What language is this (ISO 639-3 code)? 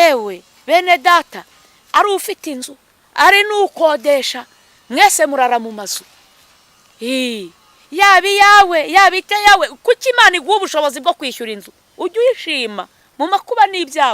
kin